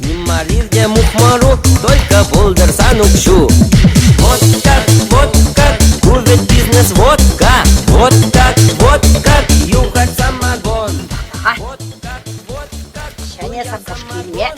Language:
Chuvash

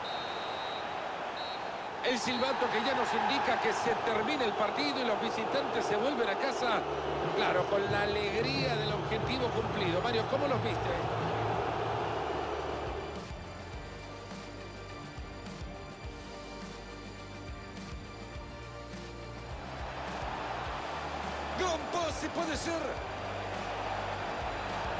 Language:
Spanish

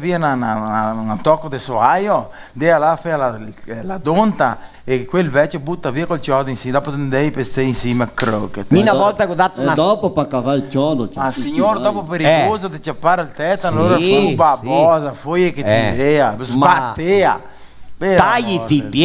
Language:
Venetian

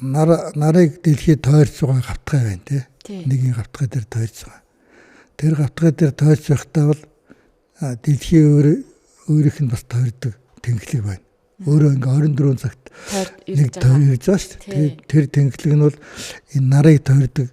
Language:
Mongolian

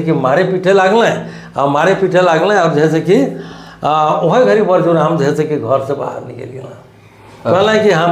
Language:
Sadri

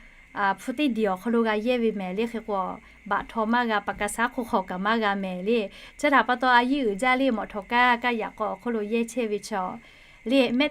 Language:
Lahu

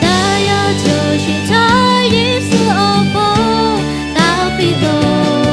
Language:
Lahu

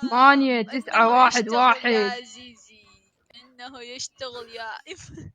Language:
Mesopotamian Arabic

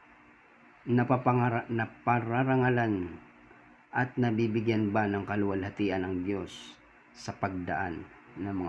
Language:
Filipino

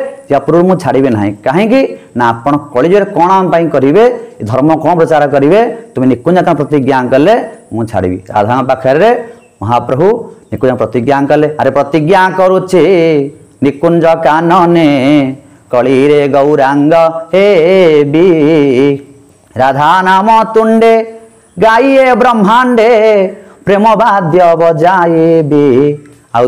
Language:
Odia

